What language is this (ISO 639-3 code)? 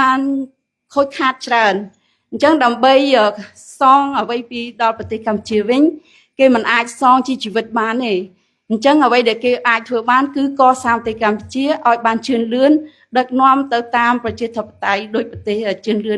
khm